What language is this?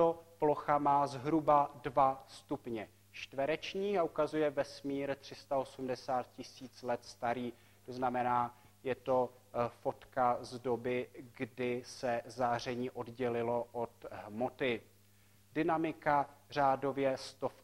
Czech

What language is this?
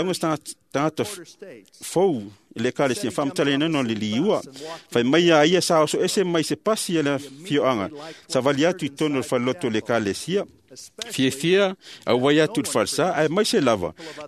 Samoan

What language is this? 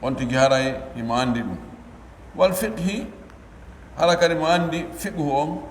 Pular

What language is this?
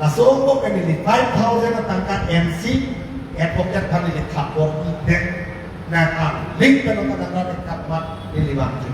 Karbi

